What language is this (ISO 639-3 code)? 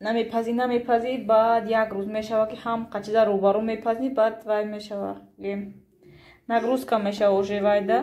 tgk